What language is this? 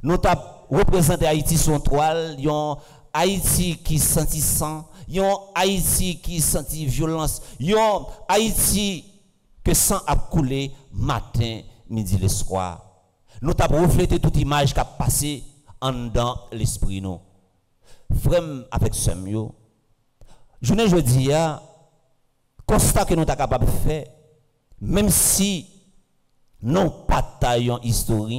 French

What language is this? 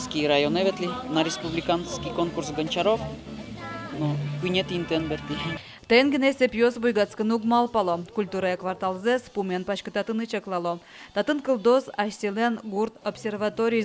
Udmurt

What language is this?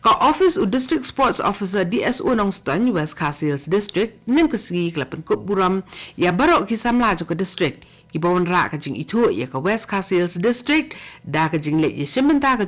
Khasi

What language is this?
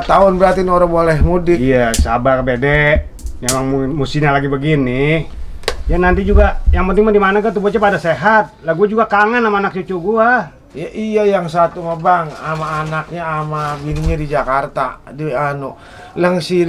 Betawi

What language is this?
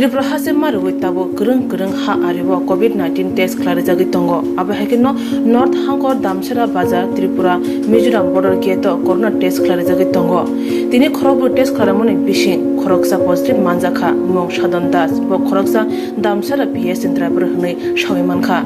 Kok Borok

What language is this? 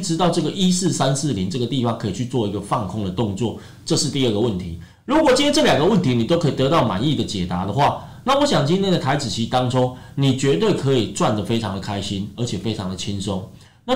Chinese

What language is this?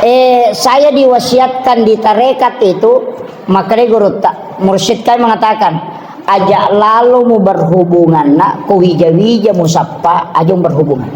Buginese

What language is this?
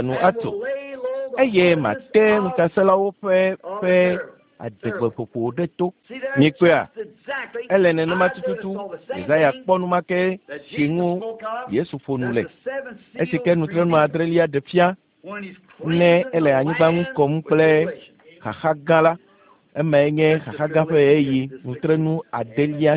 Ewe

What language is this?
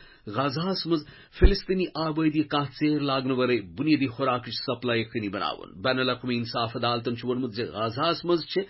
Kashmiri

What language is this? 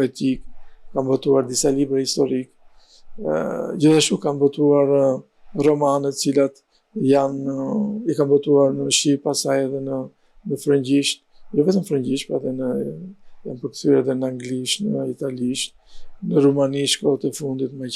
Albanian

